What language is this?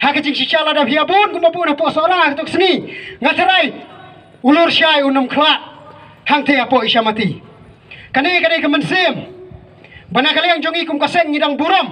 Khasi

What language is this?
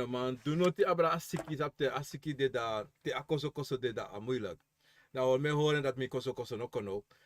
Sranan Tongo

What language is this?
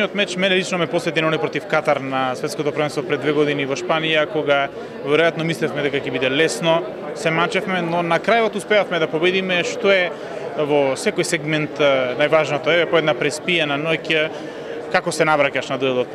Macedonian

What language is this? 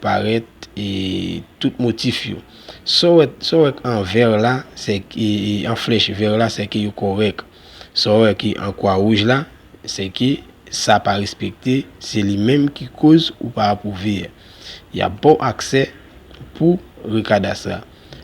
Haitian Creole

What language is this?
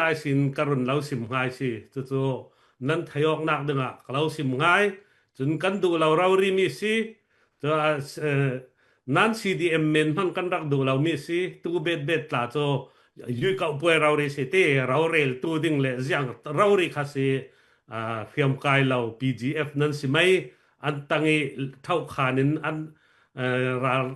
Falam Chin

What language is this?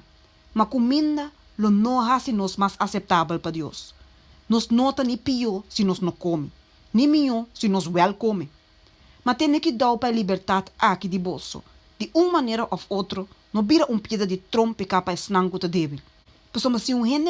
Papiamento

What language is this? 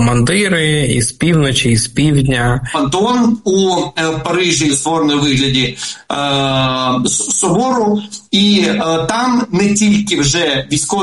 Ukrainian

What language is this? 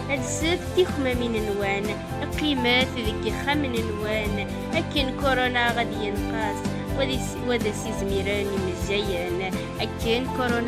Kabyle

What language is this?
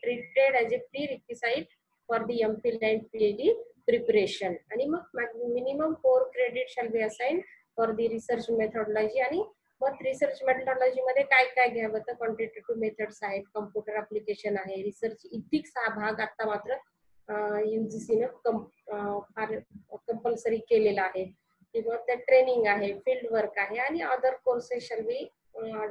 Marathi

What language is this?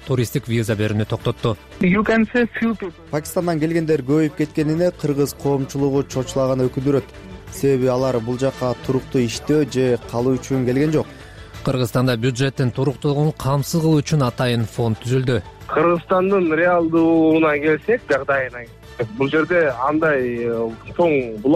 Kyrgyz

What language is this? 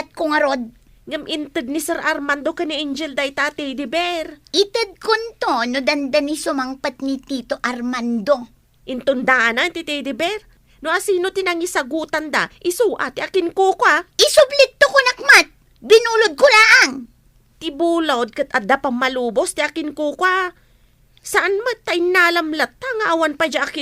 Iloko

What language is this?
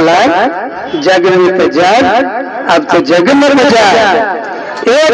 Magahi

